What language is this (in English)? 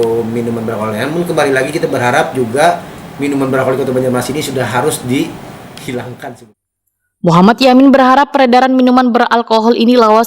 Banjar